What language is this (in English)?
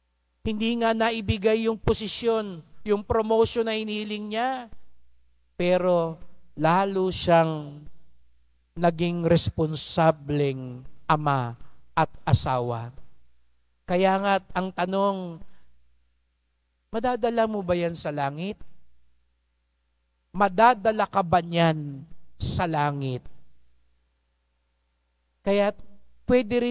Filipino